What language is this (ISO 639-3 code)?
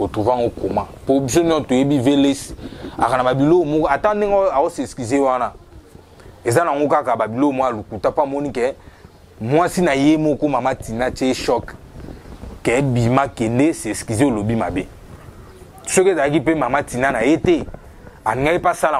lin